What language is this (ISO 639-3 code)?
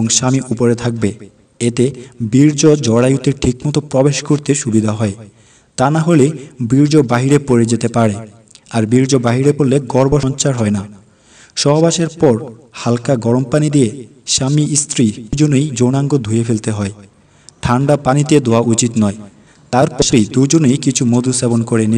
ben